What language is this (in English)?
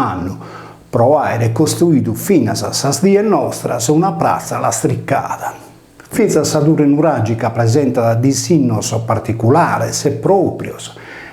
Sardinian